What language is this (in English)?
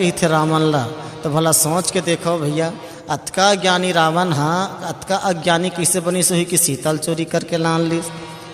Chhattisgarhi